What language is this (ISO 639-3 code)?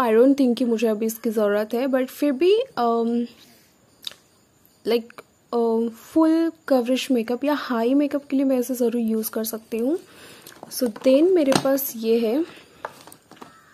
hin